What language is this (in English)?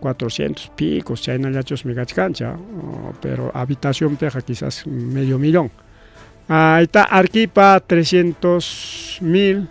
Ayacucho Quechua